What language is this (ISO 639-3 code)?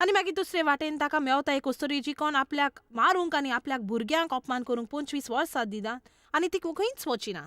kok